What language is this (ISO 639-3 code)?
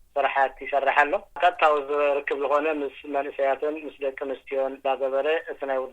tir